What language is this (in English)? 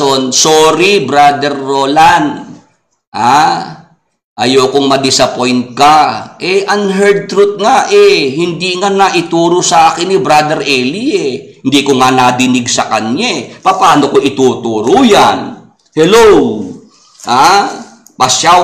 Filipino